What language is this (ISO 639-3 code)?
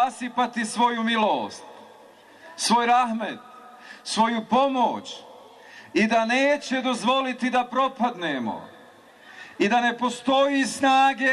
bos